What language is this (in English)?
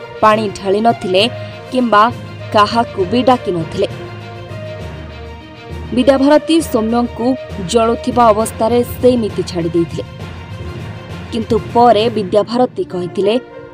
Odia